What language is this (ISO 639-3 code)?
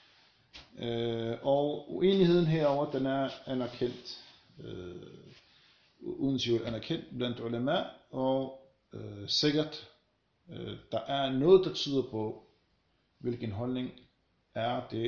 dan